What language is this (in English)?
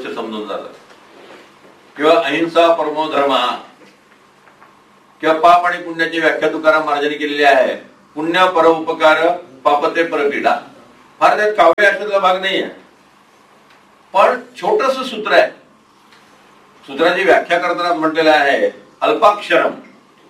Marathi